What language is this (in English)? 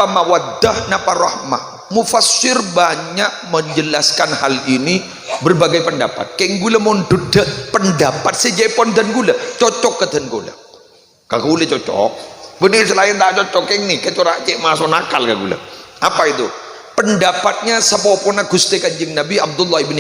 Madurese